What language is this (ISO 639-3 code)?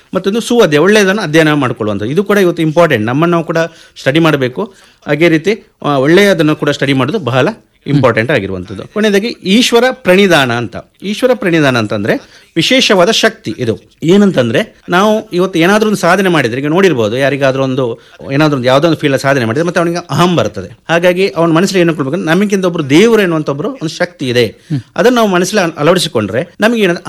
kan